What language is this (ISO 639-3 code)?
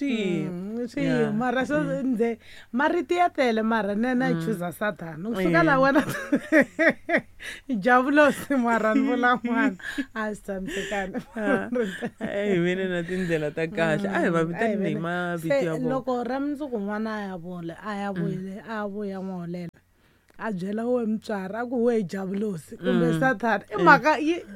tso